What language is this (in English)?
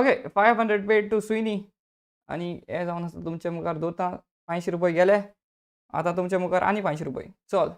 Konkani